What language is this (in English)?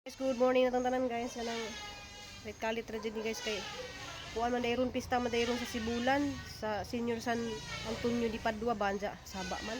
Cebuano